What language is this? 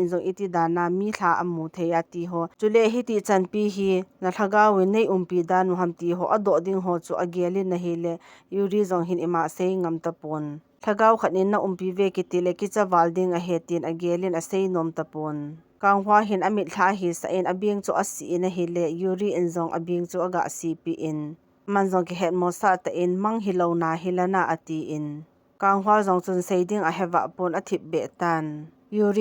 Thado Chin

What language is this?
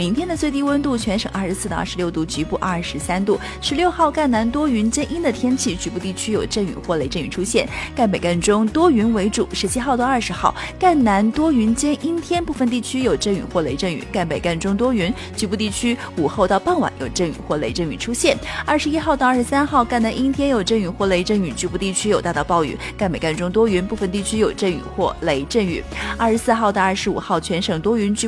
Chinese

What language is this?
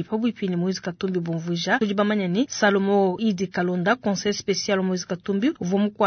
Luba-Lulua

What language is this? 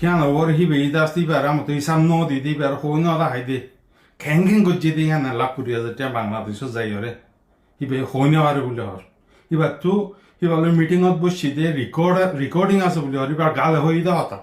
Rohingya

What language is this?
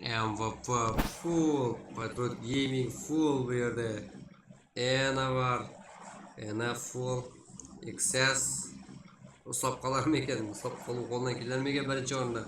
Kara-Kalpak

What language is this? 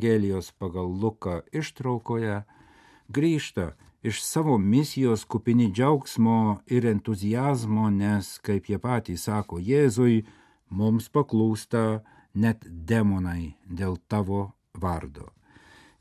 Lithuanian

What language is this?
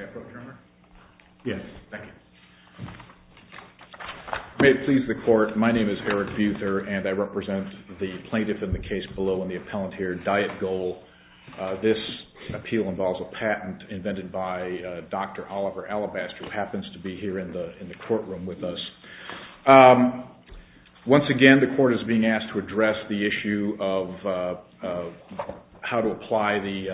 English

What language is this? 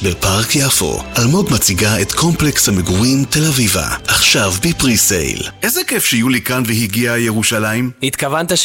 Hebrew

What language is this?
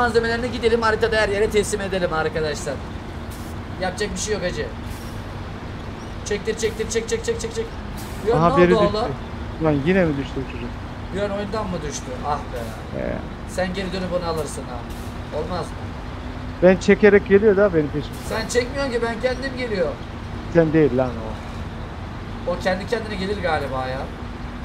Turkish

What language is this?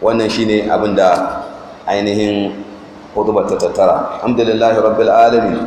Hausa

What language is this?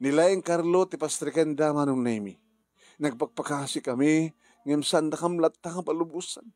Iloko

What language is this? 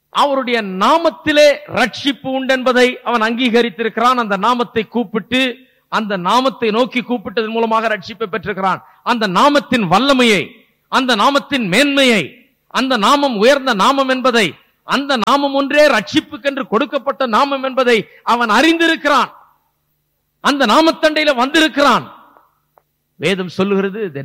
Tamil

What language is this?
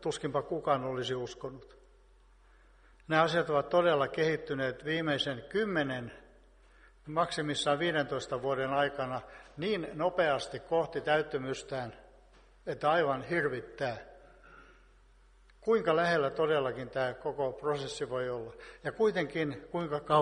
Finnish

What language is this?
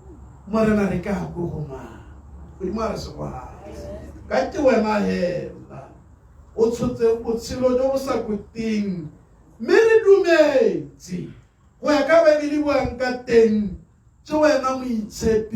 Tswana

